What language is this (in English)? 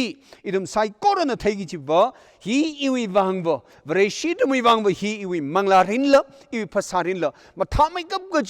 Tangkhul Naga (India)